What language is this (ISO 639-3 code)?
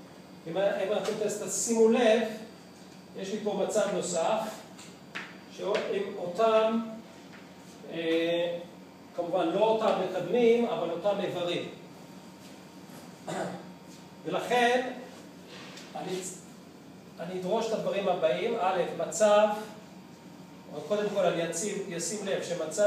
heb